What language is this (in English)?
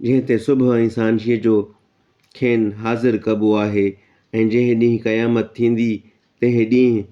Sindhi